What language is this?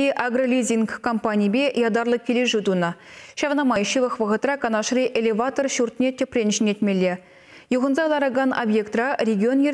Chuvash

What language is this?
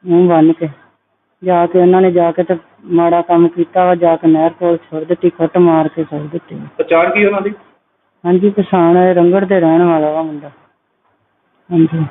Punjabi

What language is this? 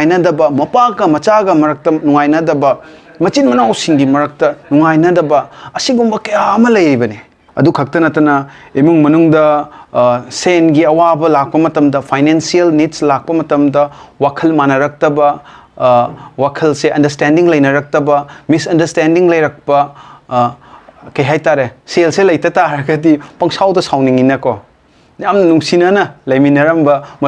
Manipuri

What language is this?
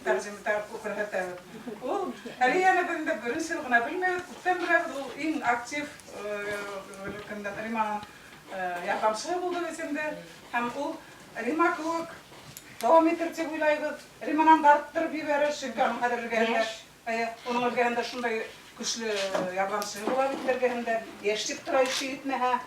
Bashkir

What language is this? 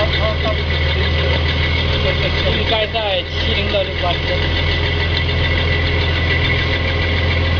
Chinese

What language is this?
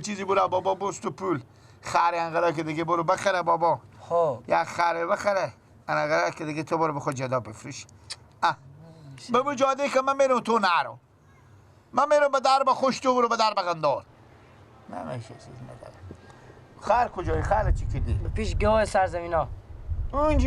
Persian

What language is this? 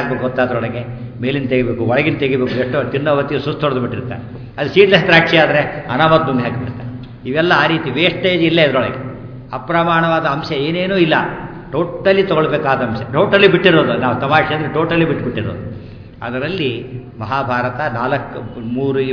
Kannada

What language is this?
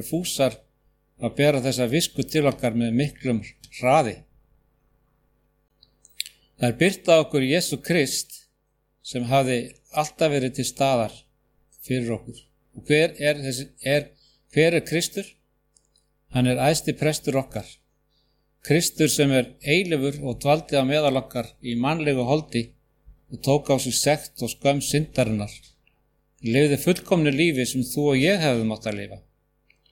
Icelandic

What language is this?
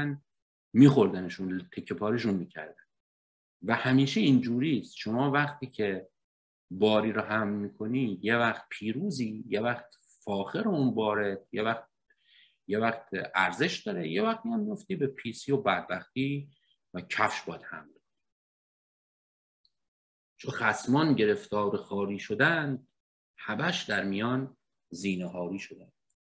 Persian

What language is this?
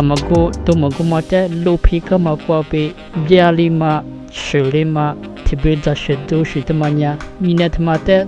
Lisu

